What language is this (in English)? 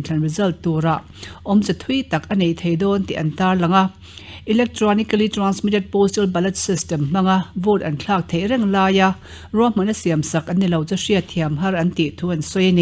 Mizo